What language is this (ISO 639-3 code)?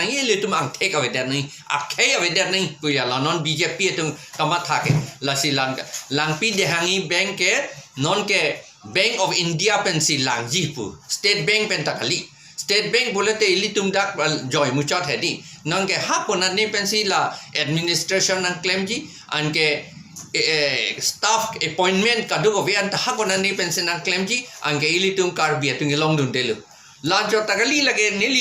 mjw